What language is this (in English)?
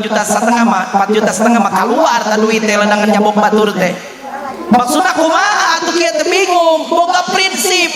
Sundanese